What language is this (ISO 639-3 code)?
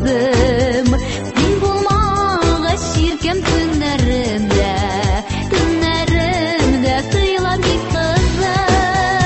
tat